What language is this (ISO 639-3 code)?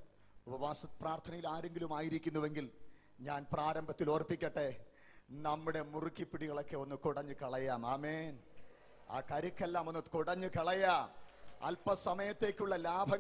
mal